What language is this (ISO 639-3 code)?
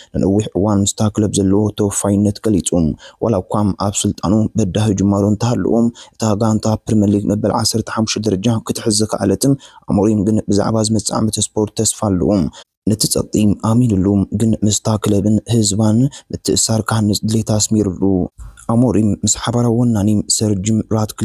tir